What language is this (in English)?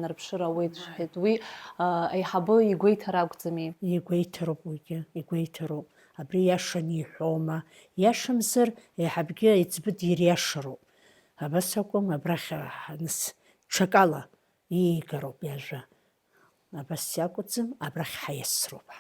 Abkhazian